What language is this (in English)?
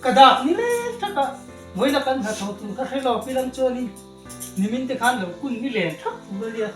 Mizo